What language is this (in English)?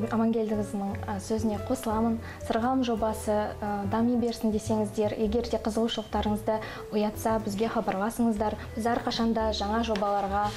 Kazakh